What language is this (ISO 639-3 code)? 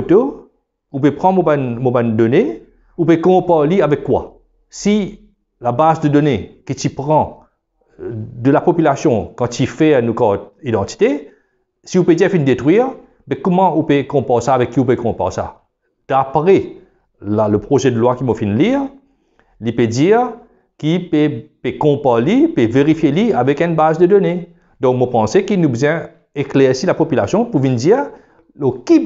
mfe